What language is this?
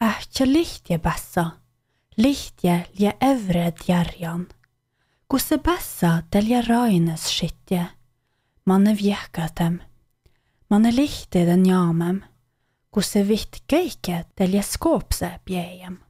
Slovenian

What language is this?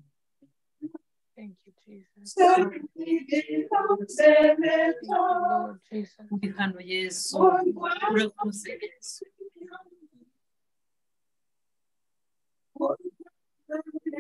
Kinyarwanda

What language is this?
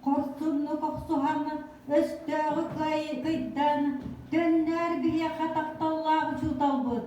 Yakut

